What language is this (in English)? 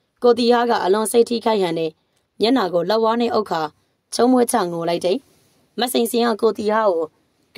Burmese